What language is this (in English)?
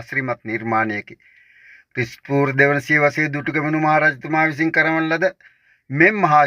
Sinhala